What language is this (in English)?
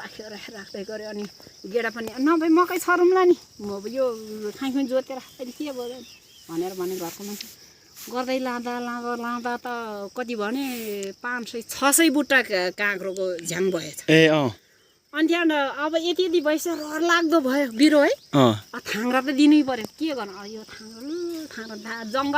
Nepali